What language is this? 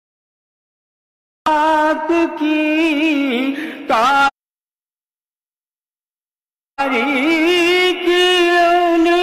Urdu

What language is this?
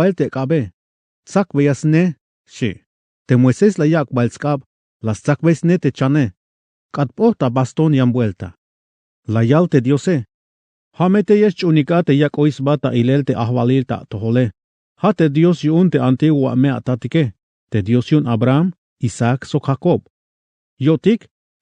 Tzeltal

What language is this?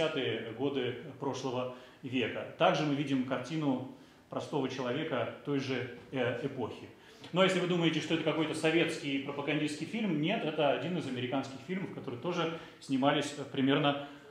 Russian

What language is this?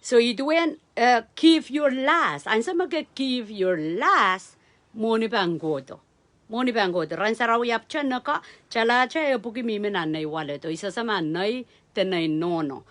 Pohnpeian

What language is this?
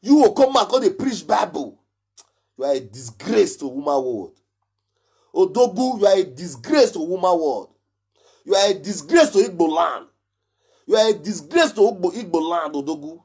Nigerian Pidgin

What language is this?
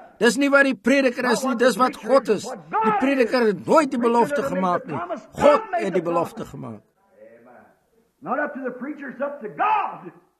Afrikaans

